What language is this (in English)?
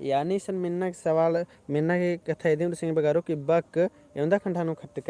Kurukh